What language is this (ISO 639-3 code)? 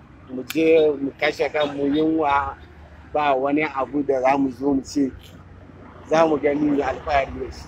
hau